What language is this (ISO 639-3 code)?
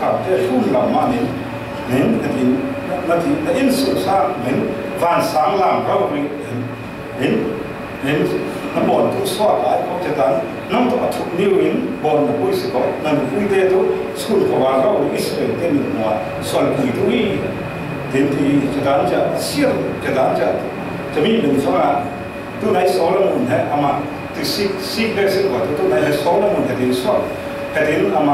cfm